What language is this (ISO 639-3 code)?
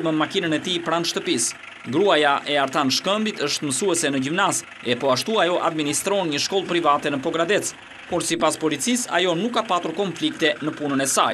sqi